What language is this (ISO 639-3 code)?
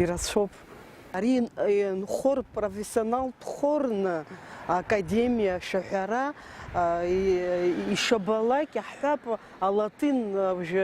abk